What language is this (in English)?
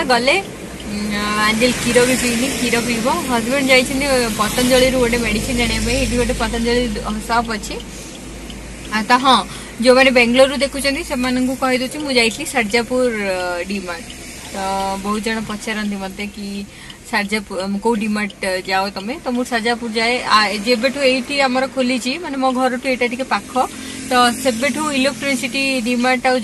Odia